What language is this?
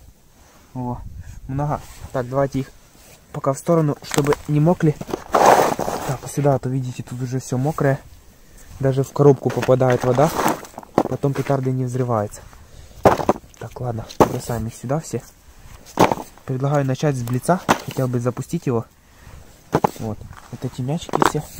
Russian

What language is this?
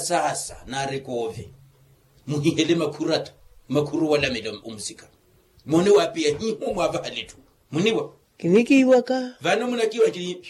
Makhuwa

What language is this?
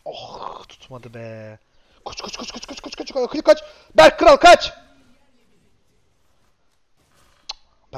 Turkish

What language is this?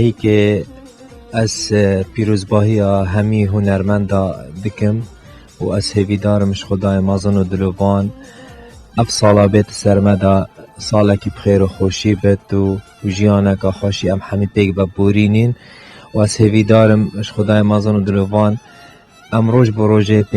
Kurdish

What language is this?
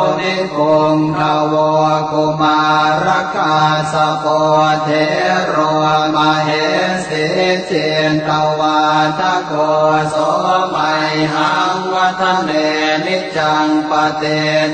Pali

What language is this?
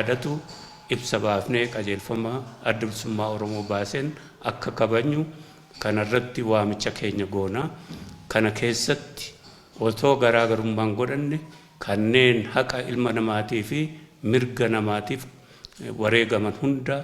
Oromo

